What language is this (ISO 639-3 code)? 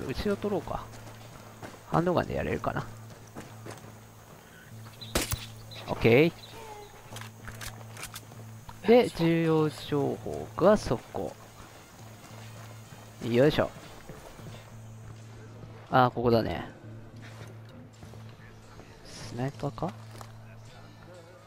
jpn